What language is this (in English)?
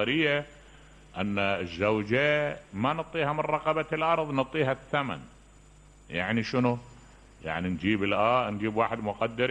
Mesopotamian Arabic